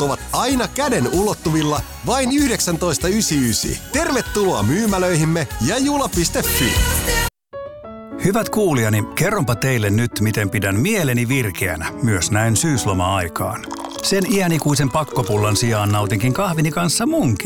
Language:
Finnish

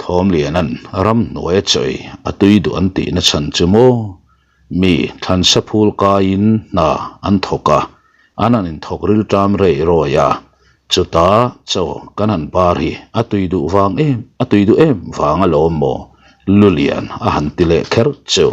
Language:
Mizo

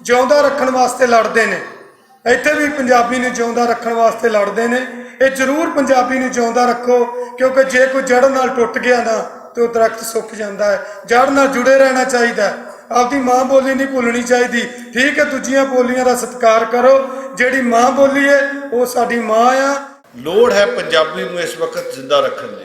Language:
Western Panjabi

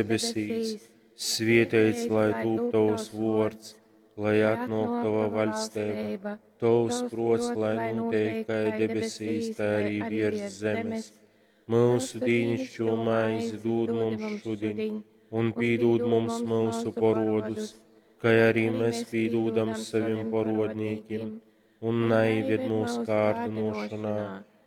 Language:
Latgalian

